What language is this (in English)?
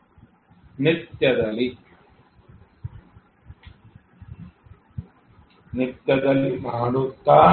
Kannada